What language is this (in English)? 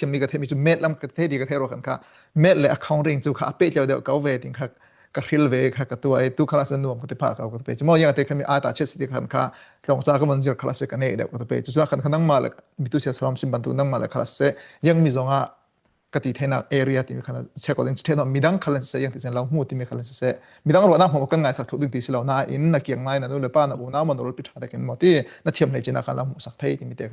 Falam Chin